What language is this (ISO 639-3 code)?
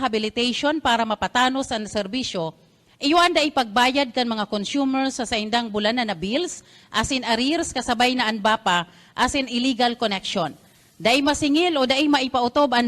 bik